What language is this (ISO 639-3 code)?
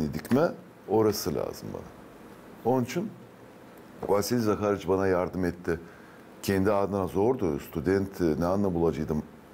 gag